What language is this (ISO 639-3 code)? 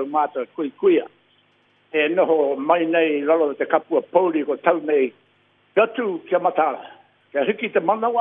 mri